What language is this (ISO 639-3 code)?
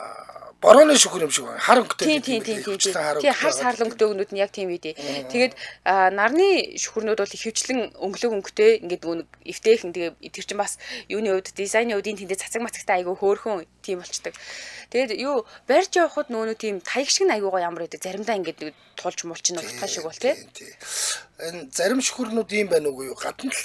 mon